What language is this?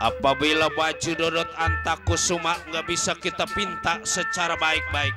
Betawi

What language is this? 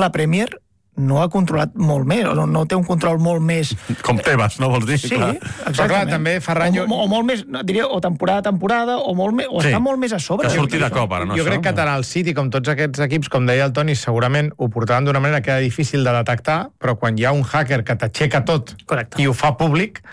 Catalan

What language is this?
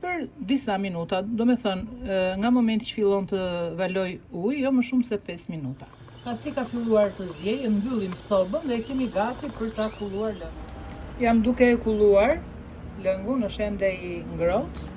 Albanian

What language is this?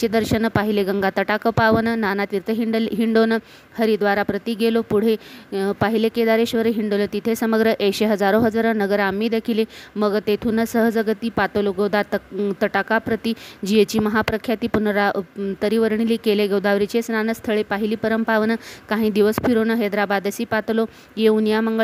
Marathi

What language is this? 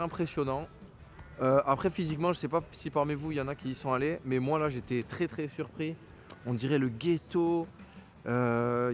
French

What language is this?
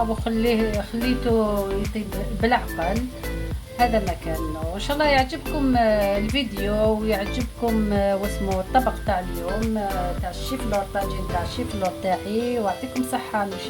Algerian Arabic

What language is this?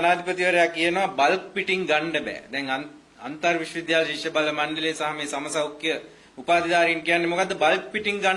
Sinhala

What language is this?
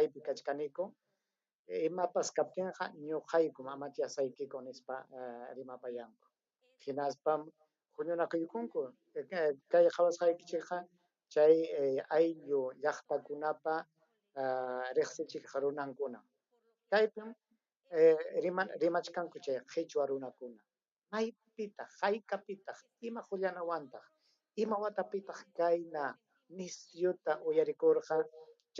Ayacucho Quechua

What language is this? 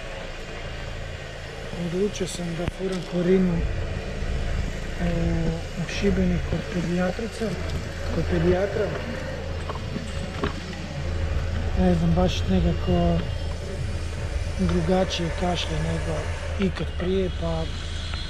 Croatian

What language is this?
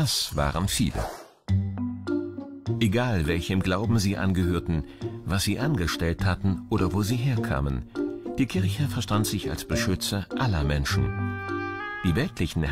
German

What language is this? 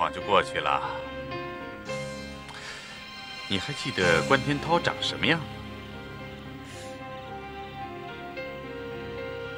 Chinese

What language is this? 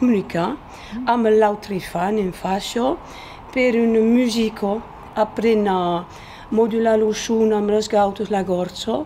Occitan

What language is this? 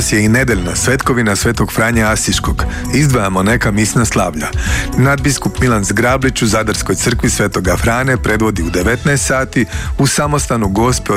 Croatian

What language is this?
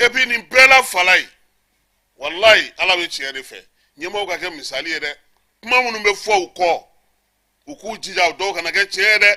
Bambara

